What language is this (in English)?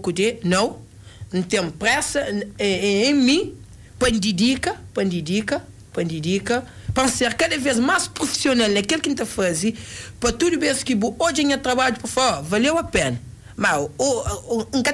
Kabuverdianu